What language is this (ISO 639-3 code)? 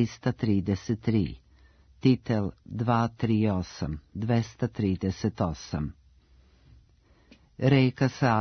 srp